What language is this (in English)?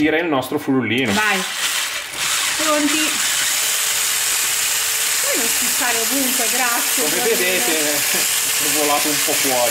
Italian